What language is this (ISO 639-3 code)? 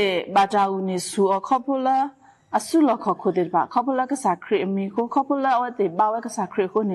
ksw